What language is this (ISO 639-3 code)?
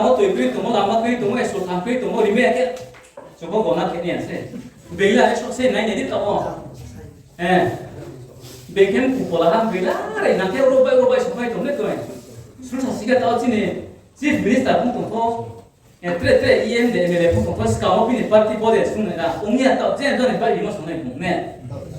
ria